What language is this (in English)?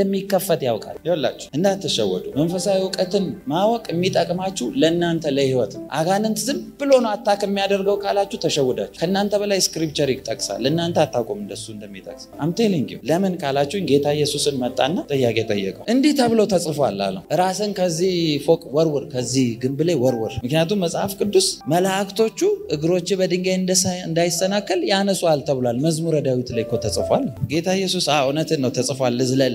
Amharic